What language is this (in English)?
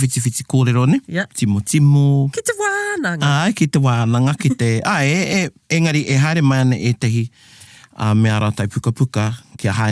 Māori